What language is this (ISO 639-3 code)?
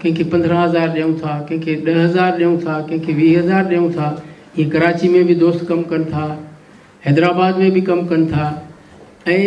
snd